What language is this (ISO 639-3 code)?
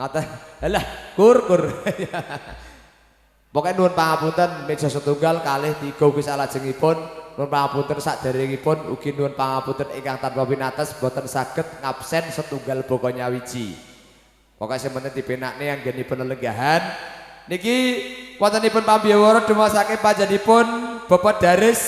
jav